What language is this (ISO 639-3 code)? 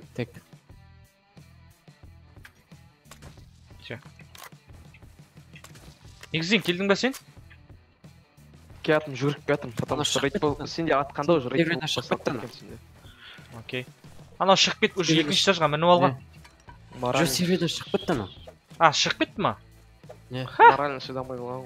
kaz